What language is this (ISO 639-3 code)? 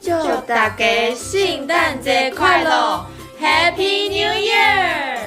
nan